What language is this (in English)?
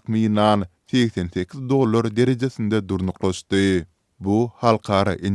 Turkmen